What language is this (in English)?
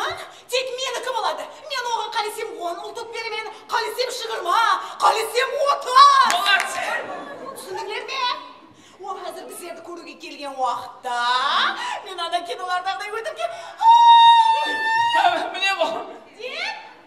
Kara-Kalpak